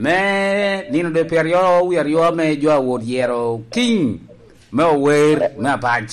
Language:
Lango (Uganda)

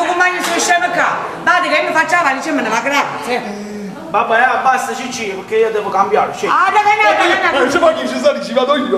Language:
Neapolitan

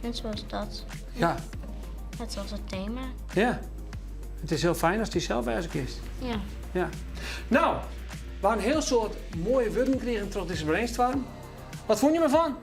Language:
Western Frisian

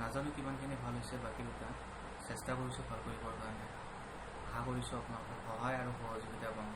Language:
Assamese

